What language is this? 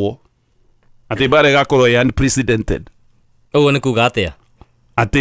Kikuyu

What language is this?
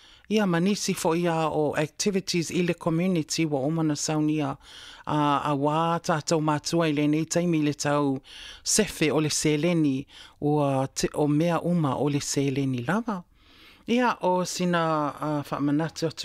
Samoan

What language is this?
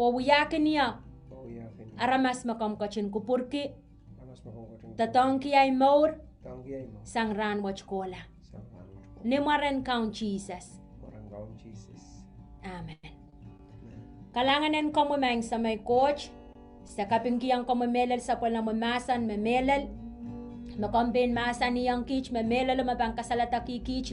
Pohnpeian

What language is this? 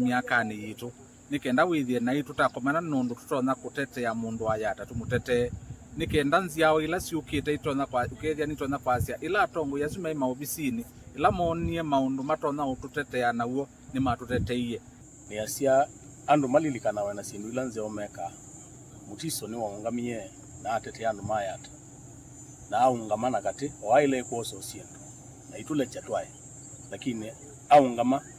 Kamba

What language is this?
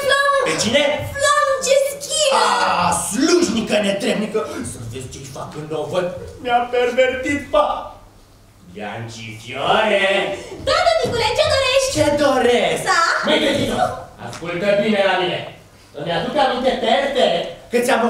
Romanian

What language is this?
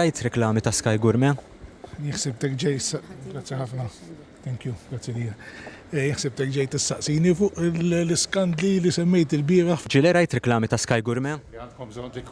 Maltese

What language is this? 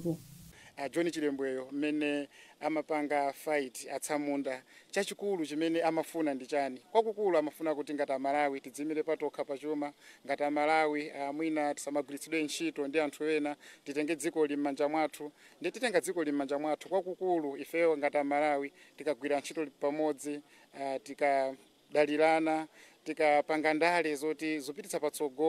Nyanja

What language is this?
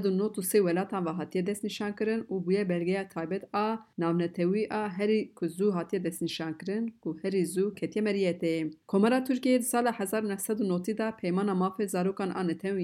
Kurdish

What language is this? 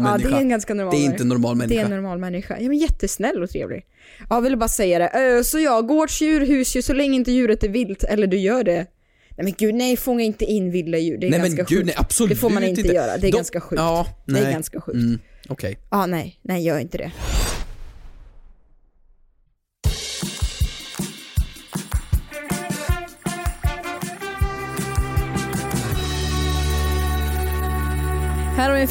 Swedish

